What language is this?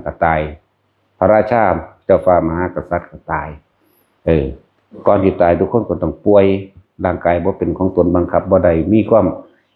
Northeastern Thai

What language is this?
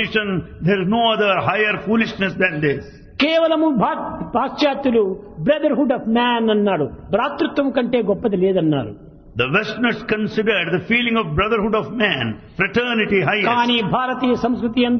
Telugu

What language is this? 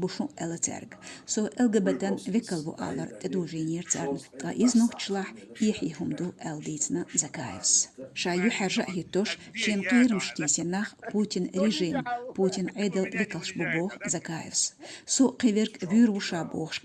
Chechen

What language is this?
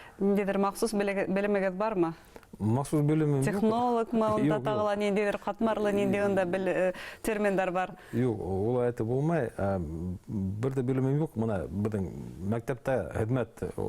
Bashkir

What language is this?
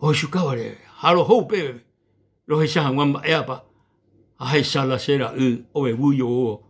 Guarani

